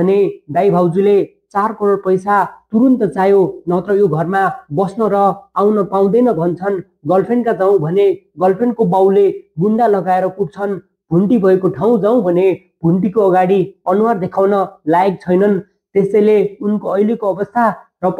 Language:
Nepali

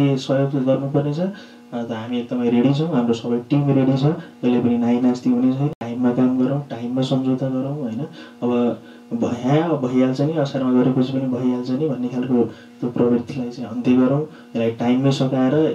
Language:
Nepali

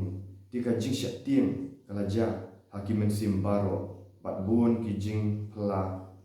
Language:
Khasi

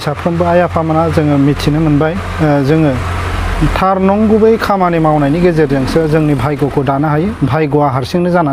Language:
Bodo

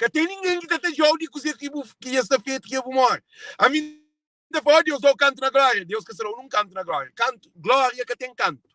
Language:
Kabuverdianu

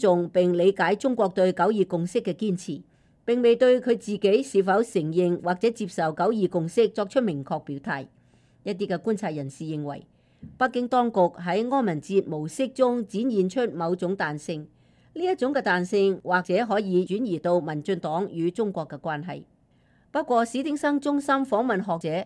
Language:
Cantonese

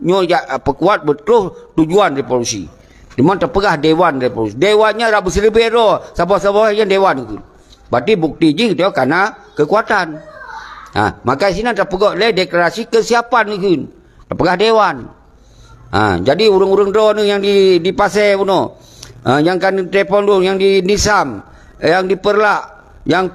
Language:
Achinese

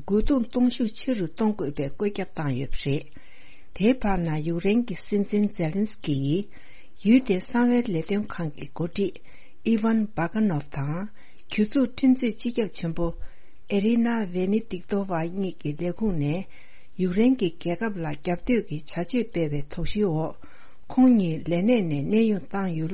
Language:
Tibetan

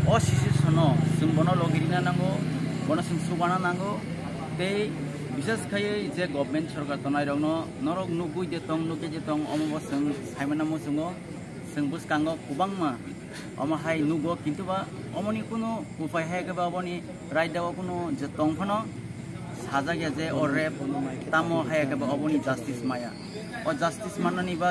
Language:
Kok Borok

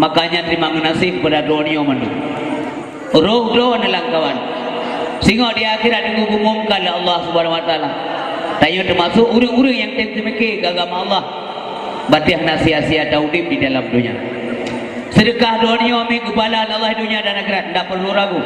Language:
Achinese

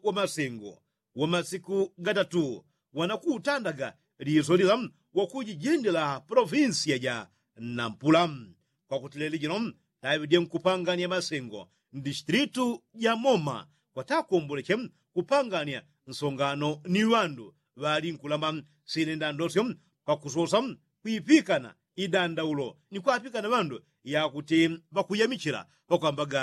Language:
Yao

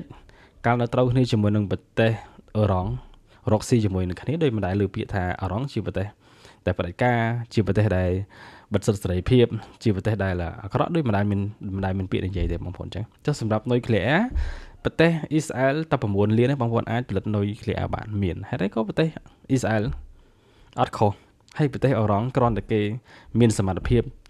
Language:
Khmer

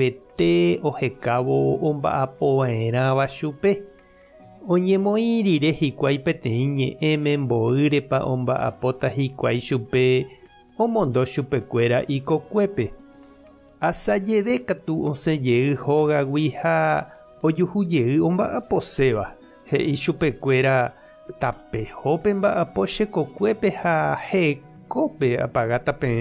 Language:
Guarani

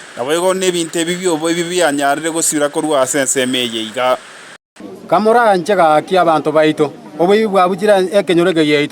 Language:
Gusii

